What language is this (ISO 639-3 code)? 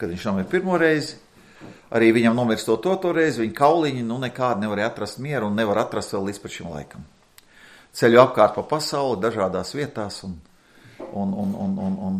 lav